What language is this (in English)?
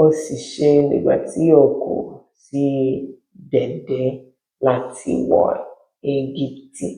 Yoruba